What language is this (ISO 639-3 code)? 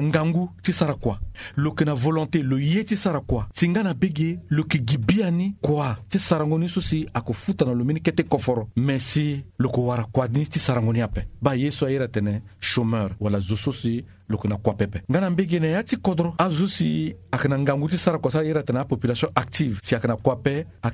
sag